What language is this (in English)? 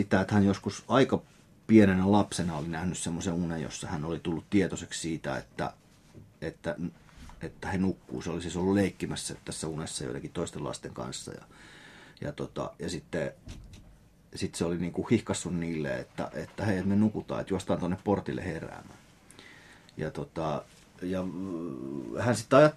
Finnish